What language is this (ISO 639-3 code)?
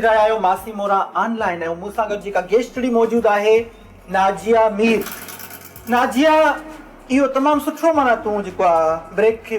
snd